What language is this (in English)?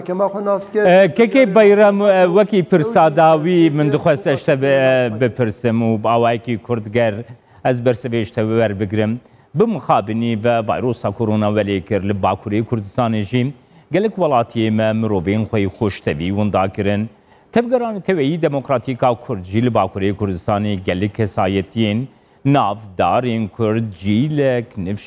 Kurdish